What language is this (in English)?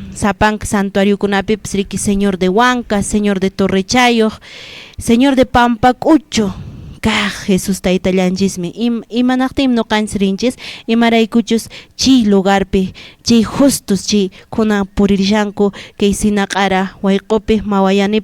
Quechua